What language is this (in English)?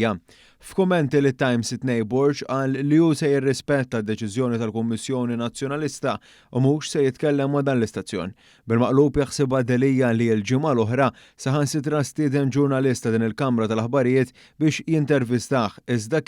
Maltese